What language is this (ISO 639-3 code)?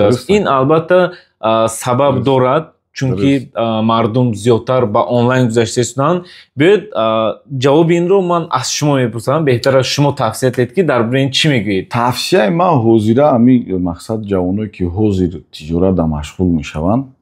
tgk